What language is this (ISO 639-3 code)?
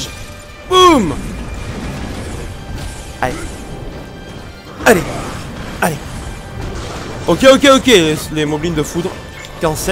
fra